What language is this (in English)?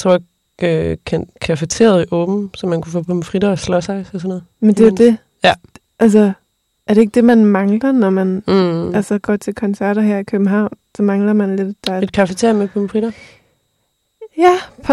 Danish